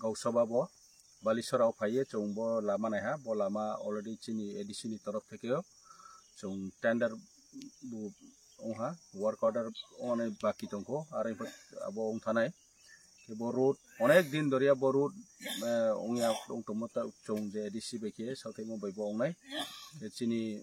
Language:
Kok Borok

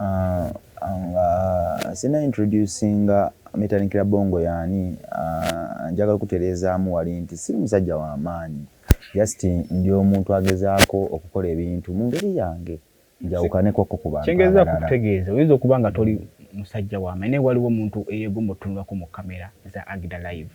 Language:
Ganda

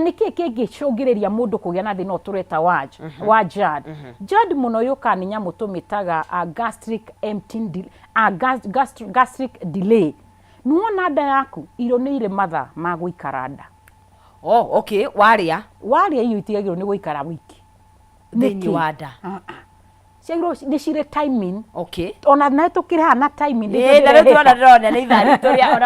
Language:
Kikuyu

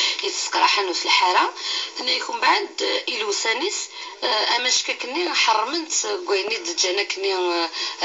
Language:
Kabyle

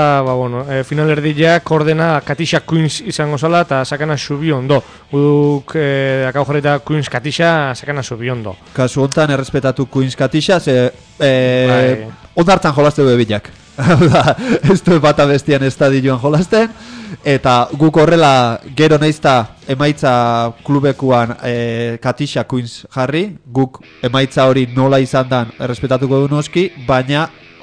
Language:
Basque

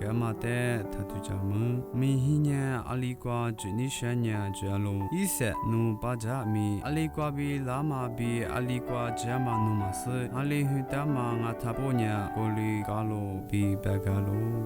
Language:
Lisu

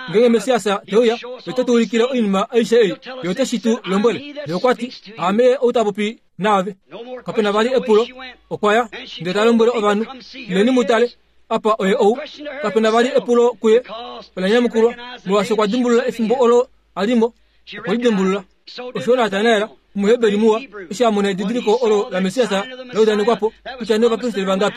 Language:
Kuanyama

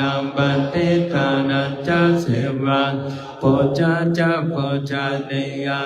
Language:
Pali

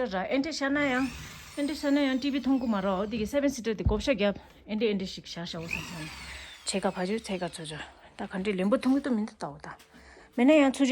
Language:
Tibetan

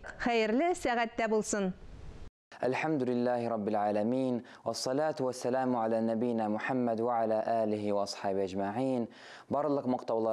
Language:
Tatar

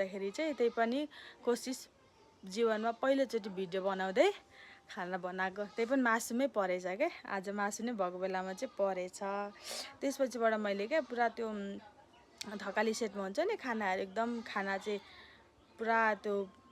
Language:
Nepali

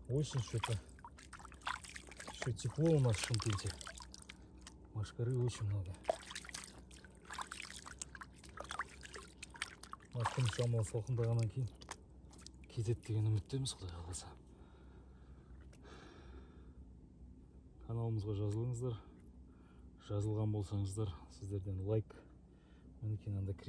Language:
Kazakh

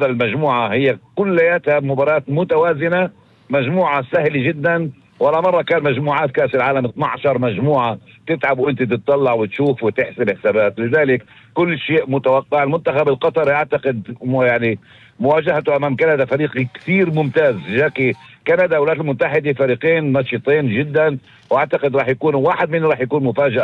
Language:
North Levantine Arabic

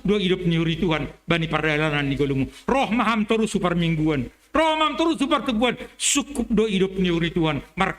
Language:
Batak Simalungun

